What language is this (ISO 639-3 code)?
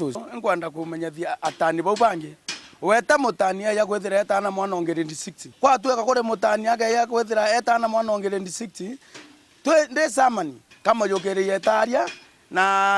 mer